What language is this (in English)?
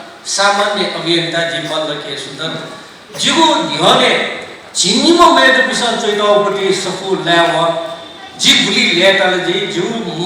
Newari